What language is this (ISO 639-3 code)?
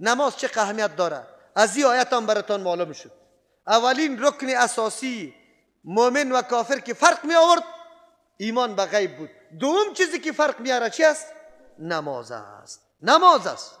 fas